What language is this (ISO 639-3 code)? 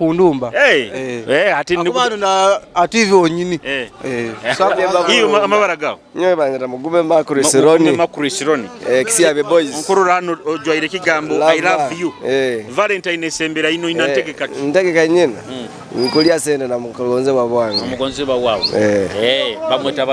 nyo